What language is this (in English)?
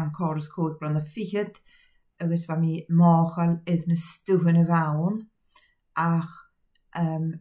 Scottish Gaelic